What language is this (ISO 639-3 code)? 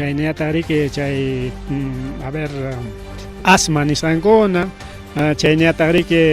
quy